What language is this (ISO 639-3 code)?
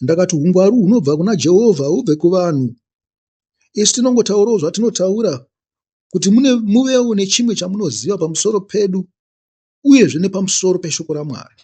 sna